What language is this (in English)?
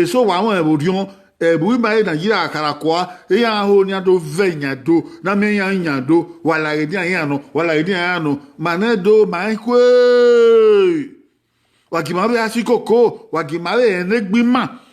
Bini